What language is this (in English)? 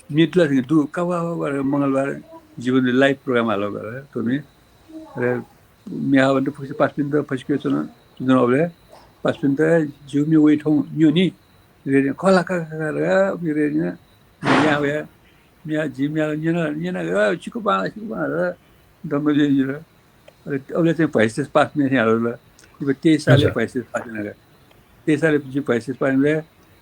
Newari